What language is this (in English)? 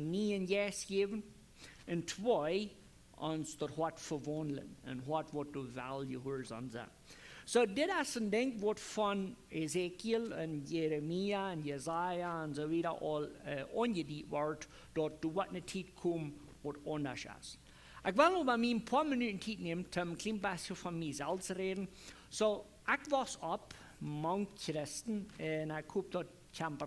Plautdietsch